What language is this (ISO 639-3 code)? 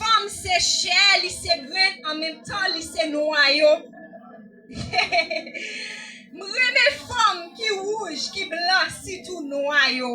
hat